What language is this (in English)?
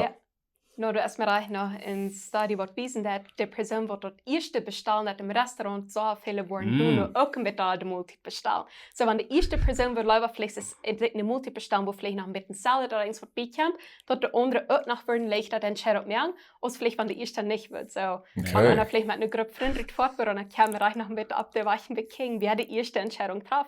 Plautdietsch